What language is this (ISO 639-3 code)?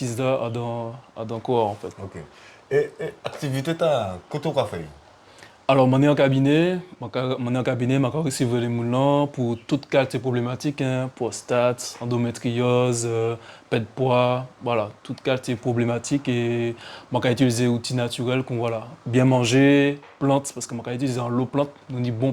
gcf